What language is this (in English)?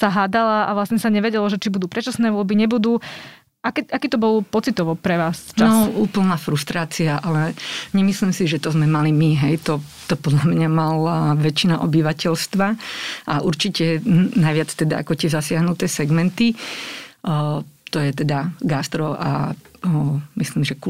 Slovak